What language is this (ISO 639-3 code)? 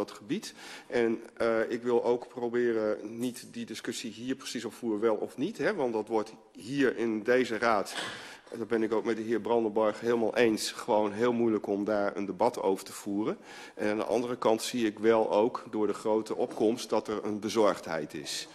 nld